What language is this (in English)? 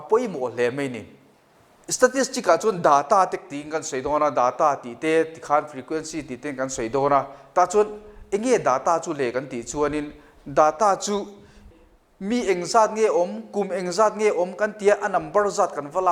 Mizo